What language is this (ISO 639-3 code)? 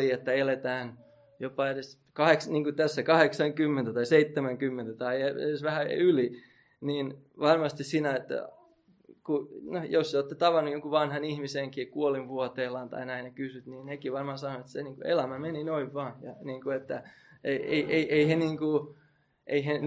fin